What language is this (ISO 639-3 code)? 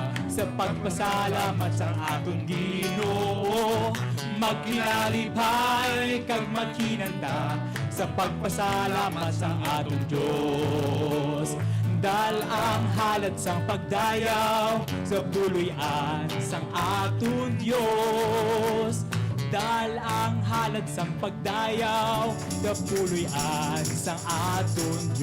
hil